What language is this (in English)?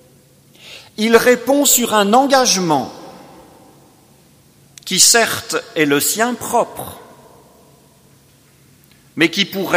French